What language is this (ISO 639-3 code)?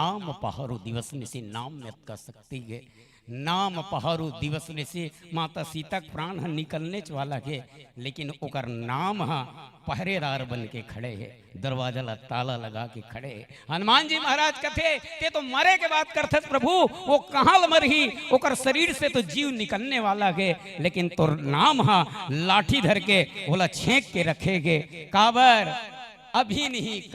hne